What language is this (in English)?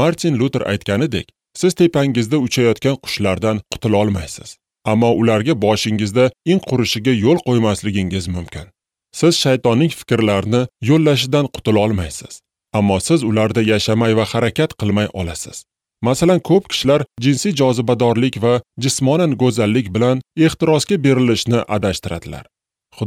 Uzbek